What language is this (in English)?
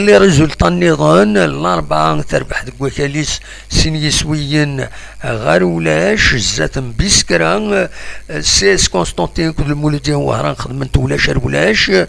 Kabyle